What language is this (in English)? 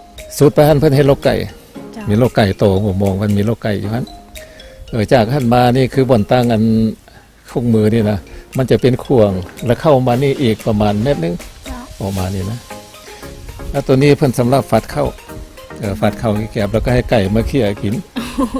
Lao